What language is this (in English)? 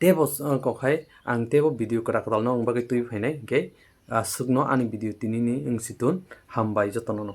Kok Borok